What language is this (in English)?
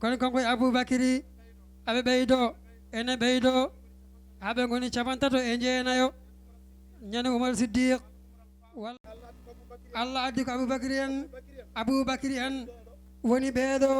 Fula